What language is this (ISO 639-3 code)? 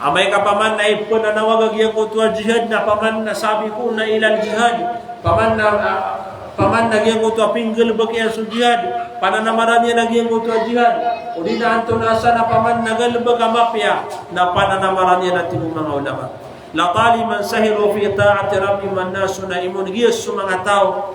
mrw